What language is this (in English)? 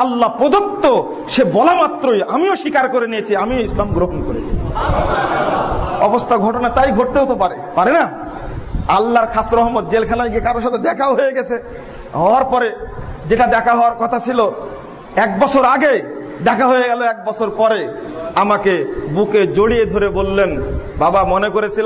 Bangla